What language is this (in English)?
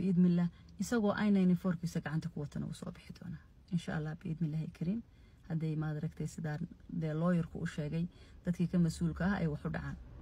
Somali